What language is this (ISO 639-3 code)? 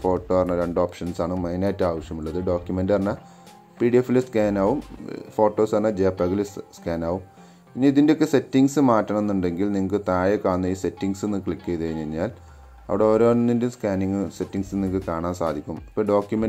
mal